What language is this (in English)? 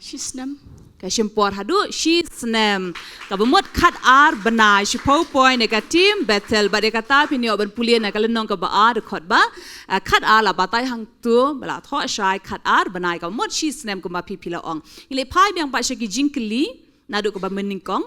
Khasi